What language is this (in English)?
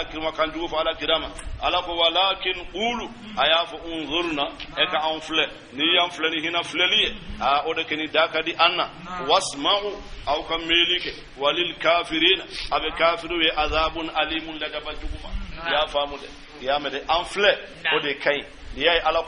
Bambara